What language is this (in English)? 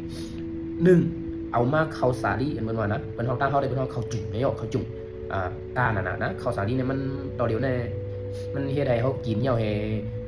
Shan